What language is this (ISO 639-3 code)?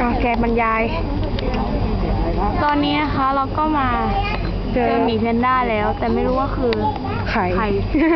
lao